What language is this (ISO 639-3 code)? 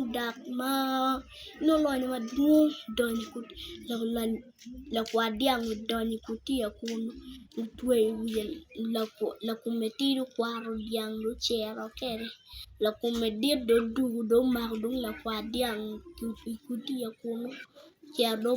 ach